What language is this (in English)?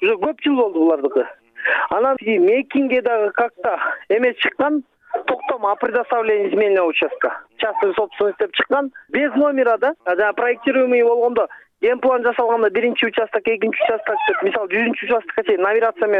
Kyrgyz